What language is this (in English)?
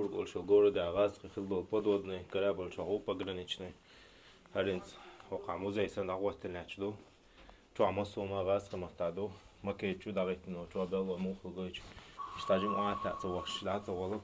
Chechen